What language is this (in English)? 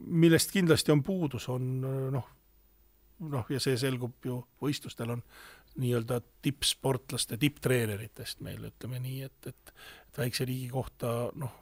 Estonian